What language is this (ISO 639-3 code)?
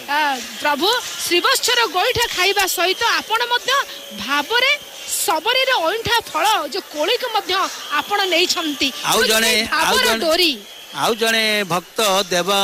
ori